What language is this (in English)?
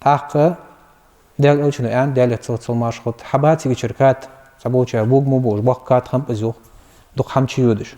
Ingush